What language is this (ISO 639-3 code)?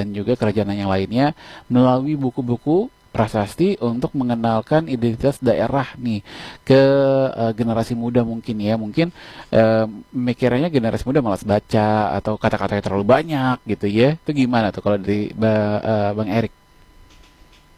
ind